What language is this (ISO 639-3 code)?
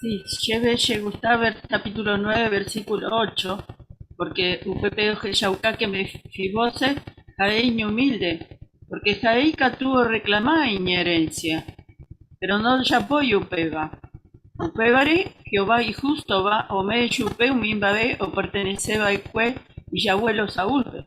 grn